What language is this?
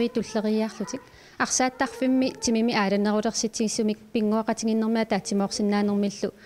Kalaallisut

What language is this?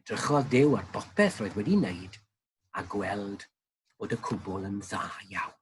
Welsh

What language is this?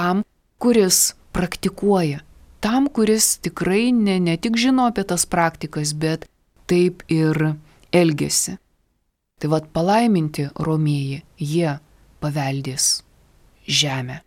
Lithuanian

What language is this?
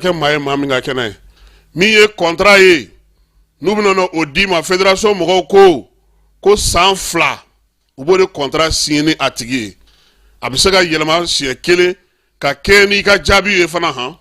Bambara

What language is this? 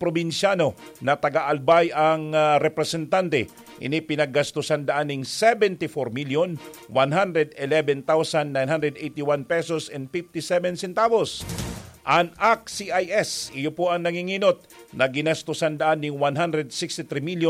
Bikol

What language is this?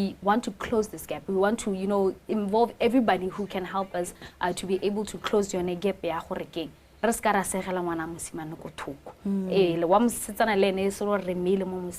Tswana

